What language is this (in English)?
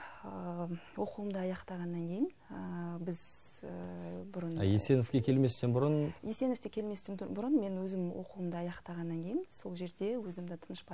Kazakh